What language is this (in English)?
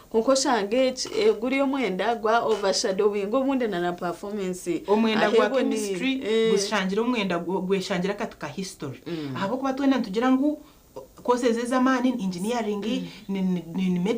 Nyankole